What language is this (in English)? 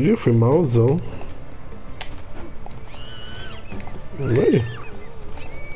Portuguese